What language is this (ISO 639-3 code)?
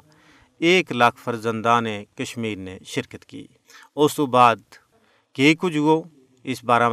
gju